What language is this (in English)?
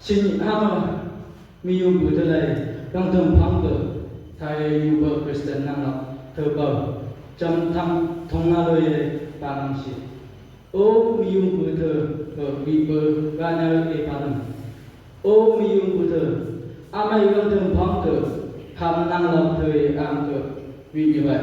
Phom Naga